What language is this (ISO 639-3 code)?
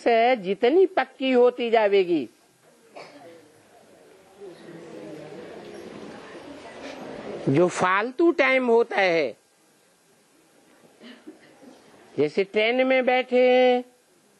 hin